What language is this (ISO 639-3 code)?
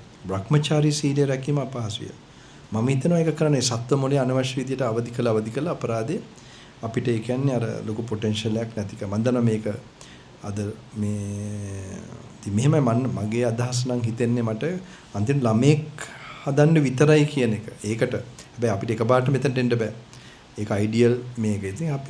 sin